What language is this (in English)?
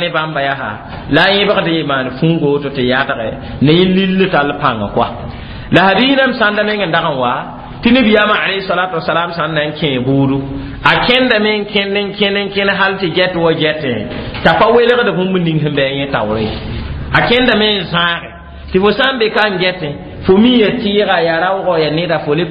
Mossi